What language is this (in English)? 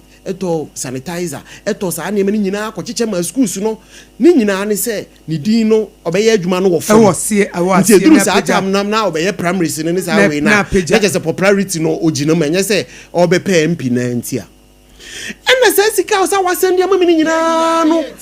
Akan